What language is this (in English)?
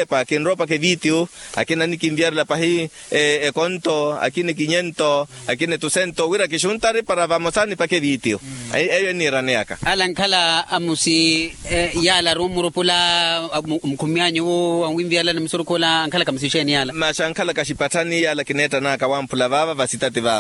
Makhuwa